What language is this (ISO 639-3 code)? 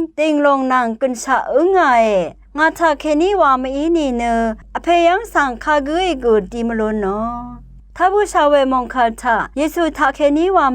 raw